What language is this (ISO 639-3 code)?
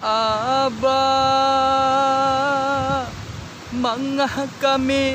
min